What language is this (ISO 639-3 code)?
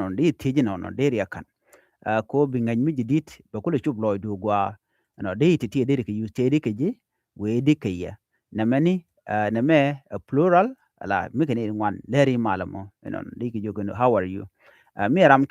nus